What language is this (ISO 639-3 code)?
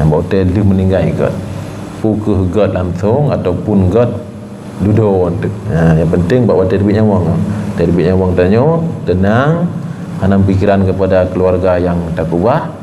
ace